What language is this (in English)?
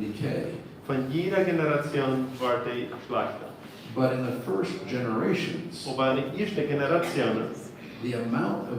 Plautdietsch